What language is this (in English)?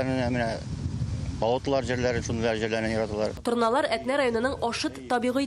Tatar